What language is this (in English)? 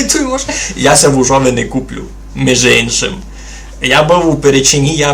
Rusyn